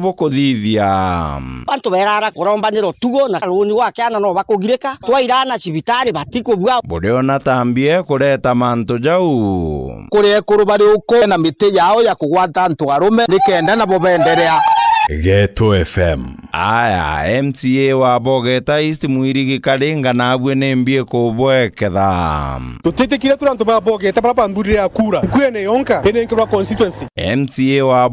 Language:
Meru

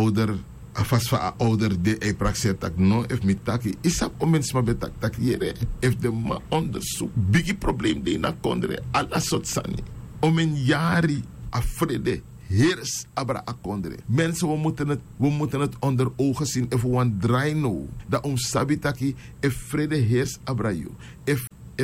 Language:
Sranan Tongo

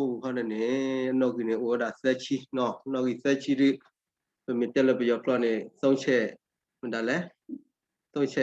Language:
S'gaw Karen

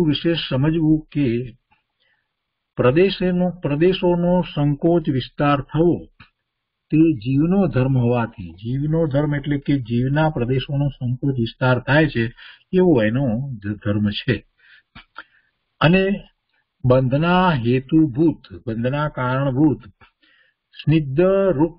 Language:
Gujarati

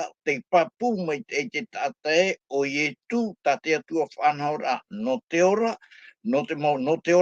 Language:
Tahitian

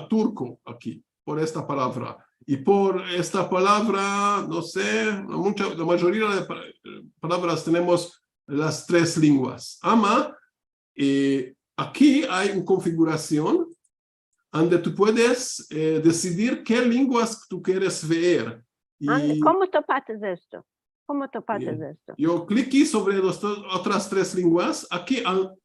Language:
Ladino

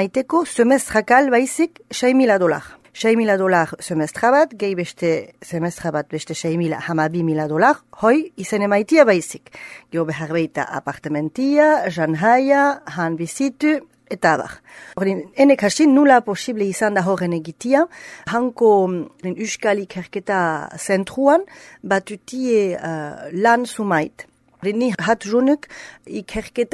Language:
Basque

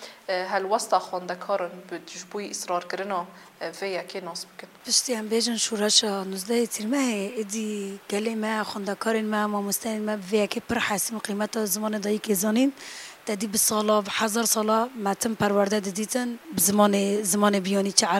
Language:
Kurdish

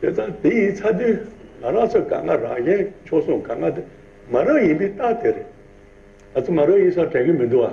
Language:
Tibetan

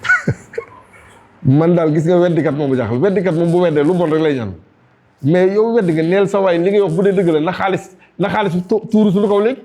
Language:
Wolof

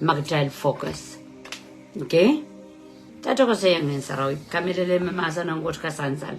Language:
Pohnpeian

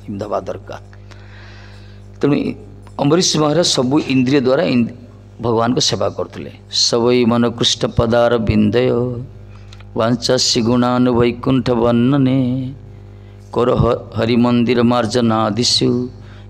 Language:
Odia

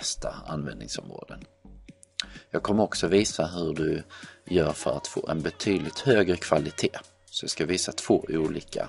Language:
Swedish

